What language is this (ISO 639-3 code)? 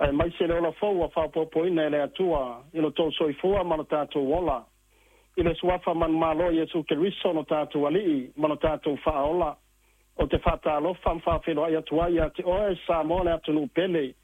smo